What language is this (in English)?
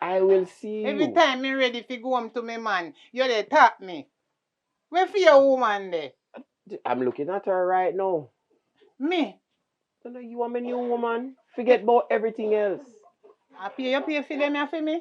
Jamaican Creole English